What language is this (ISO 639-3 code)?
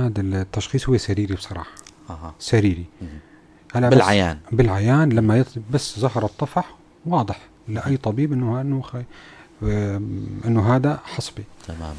apc